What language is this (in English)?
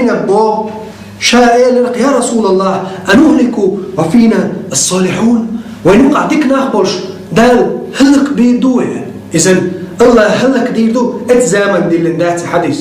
Chechen